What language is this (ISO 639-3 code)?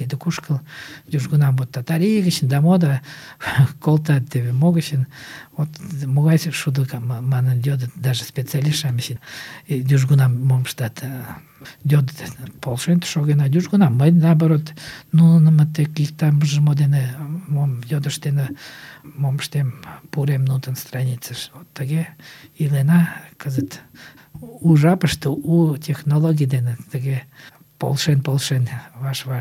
chm